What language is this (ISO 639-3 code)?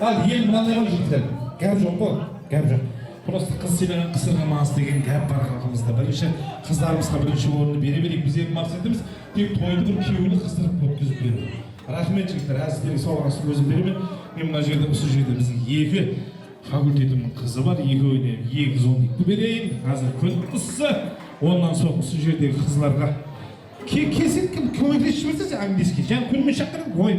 kaa